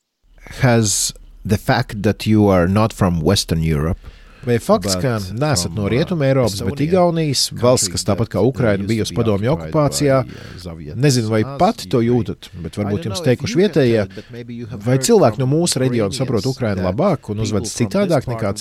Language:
Latvian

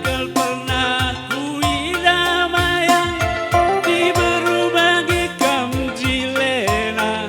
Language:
Batak Karo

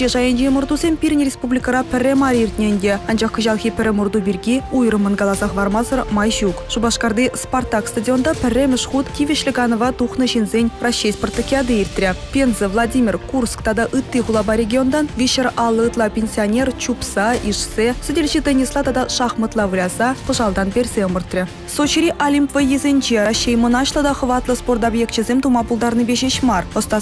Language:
Chuvash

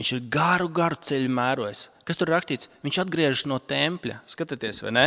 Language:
Latvian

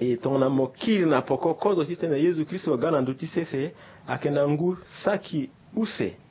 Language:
Sango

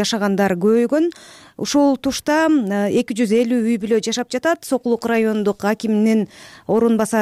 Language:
Kyrgyz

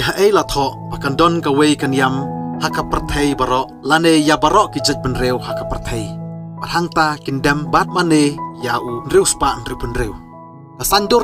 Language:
Khasi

